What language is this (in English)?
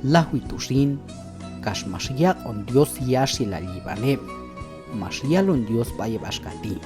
Q'anjob'al